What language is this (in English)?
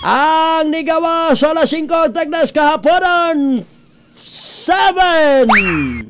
Cebuano